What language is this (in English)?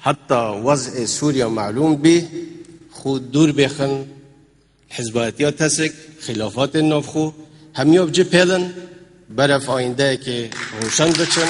Kurdish